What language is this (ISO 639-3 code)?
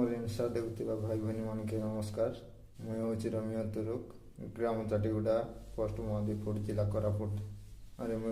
ori